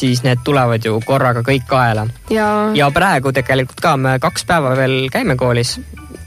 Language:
Estonian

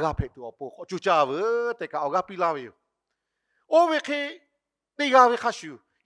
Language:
Lahu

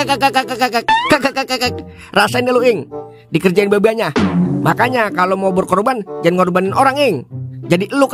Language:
Betawi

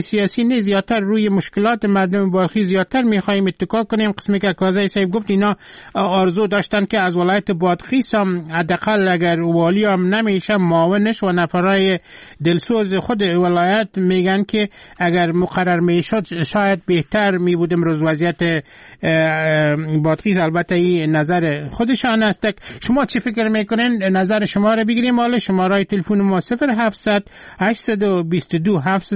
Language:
Persian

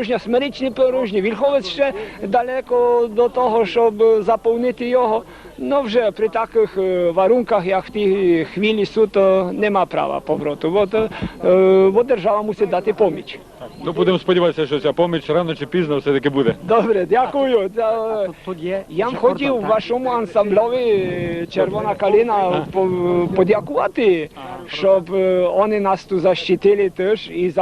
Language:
Rusyn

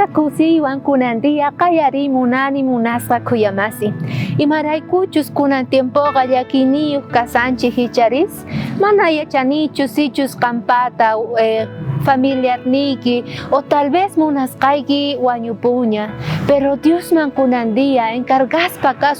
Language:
South Bolivian Quechua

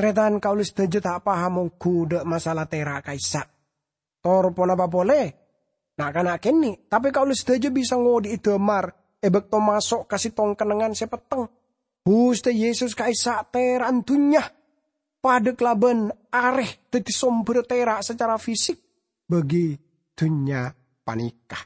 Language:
Madurese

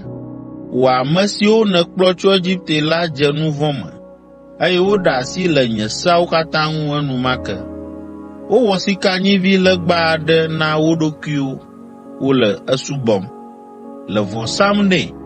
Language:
Ewe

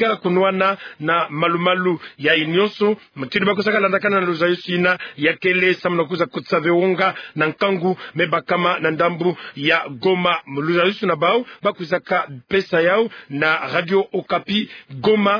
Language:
Kituba (Democratic Republic of Congo)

